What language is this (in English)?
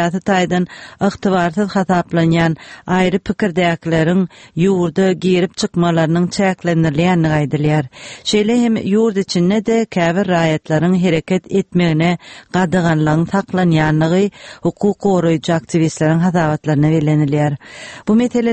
Turkmen